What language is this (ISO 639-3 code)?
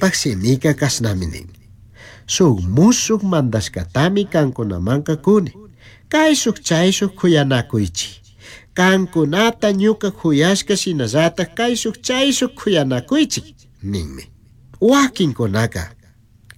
qug